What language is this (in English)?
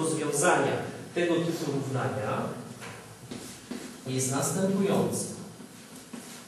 Polish